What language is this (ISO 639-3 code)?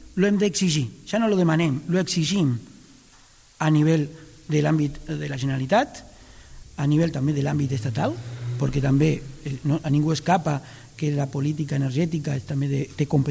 cat